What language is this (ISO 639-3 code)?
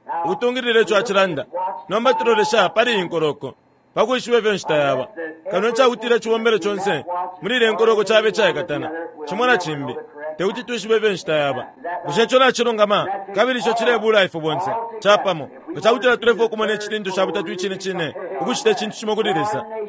bem